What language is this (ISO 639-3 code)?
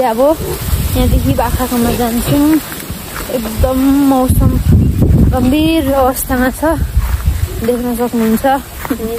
nep